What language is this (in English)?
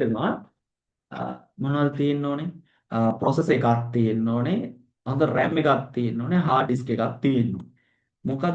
Sinhala